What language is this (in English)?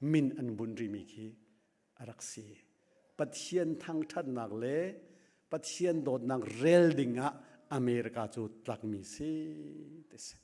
Hakha Chin